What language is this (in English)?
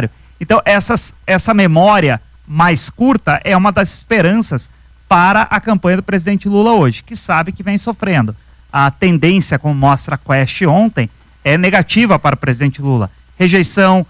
Portuguese